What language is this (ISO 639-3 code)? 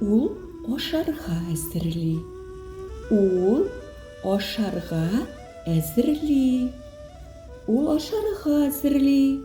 tat